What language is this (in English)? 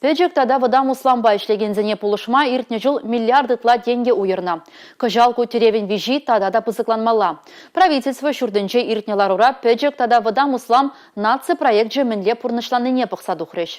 Chuvash